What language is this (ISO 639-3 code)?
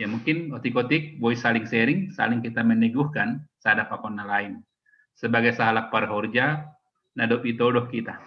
bts